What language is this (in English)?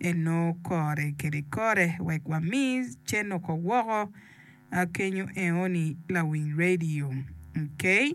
Acoli